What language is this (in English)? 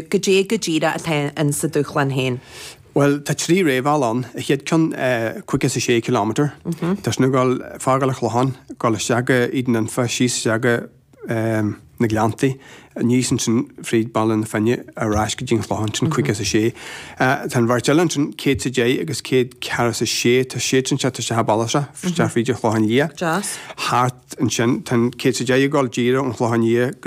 Irish